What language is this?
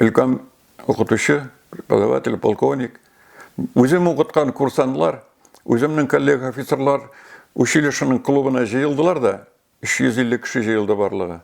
Tatar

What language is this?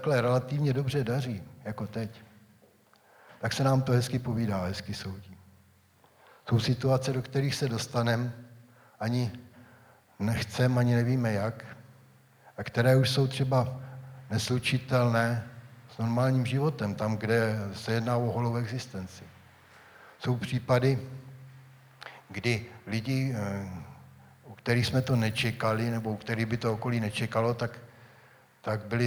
Czech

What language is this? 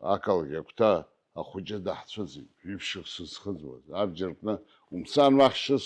Abkhazian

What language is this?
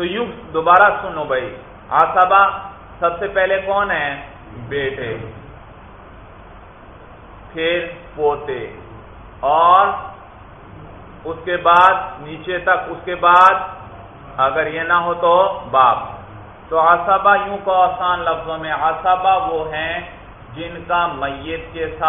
Urdu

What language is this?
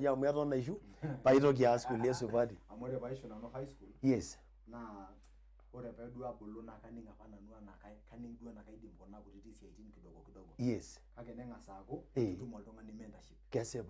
Masai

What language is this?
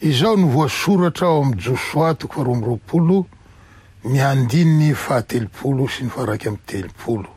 Malagasy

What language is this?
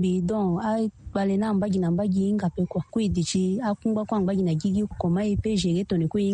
Sango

